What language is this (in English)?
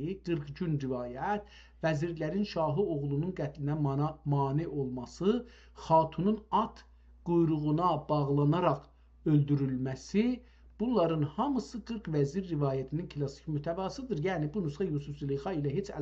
South Azerbaijani